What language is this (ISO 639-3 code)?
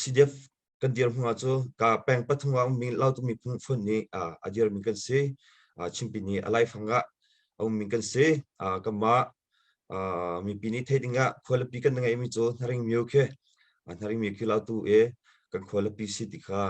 cnh